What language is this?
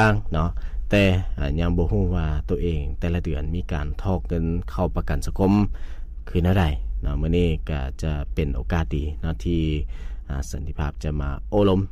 Lao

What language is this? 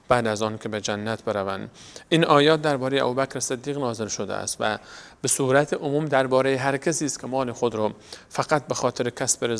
Persian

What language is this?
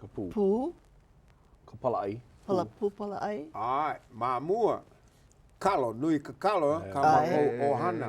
Hawaiian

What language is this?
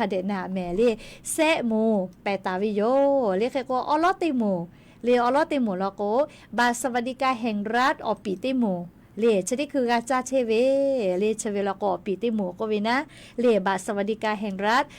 Lahu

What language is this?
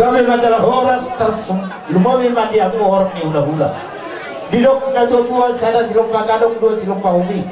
Batak Toba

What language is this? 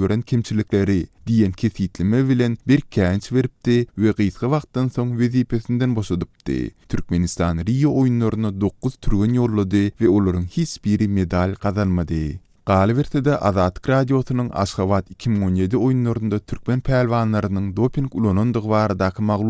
Turkmen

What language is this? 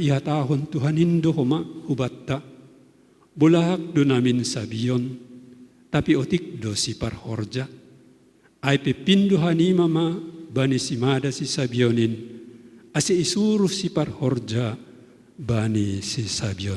Batak Simalungun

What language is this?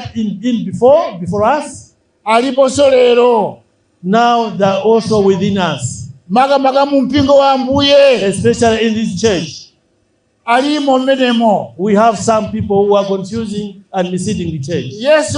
Nyanja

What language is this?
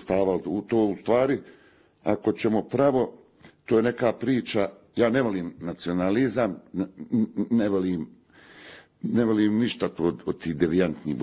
Bosnian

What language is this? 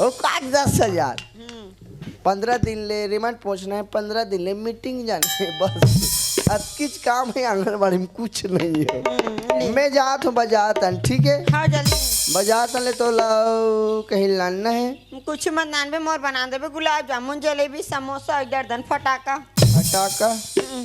Chhattisgarhi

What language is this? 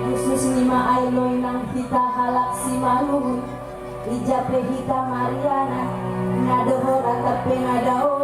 Batak Simalungun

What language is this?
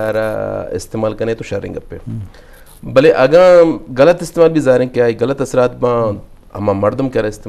Eastern Balochi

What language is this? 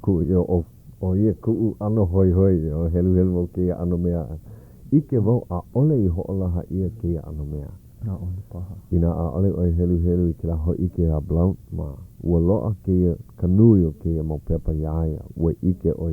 Hawaiian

